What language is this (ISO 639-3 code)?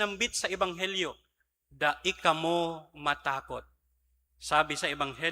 bik